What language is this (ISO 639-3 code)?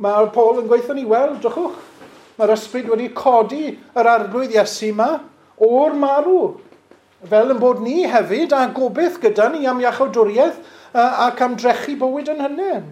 cym